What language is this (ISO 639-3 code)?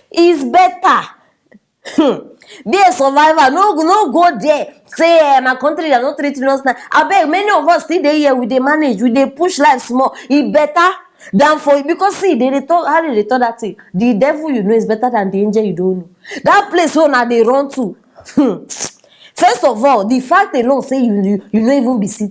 pcm